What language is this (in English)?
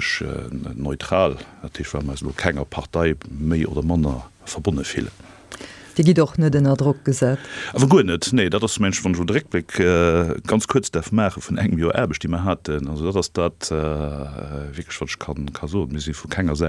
Luxembourgish